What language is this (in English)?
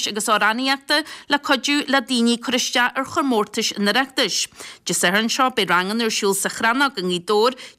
Irish